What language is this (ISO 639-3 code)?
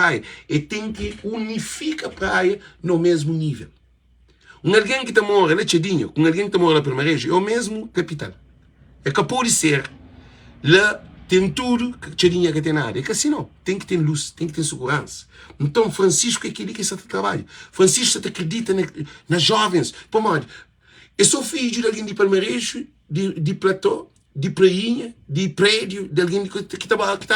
kea